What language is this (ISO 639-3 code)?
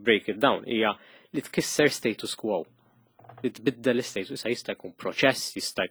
mlt